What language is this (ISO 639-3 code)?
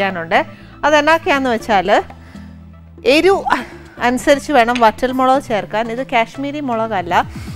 mal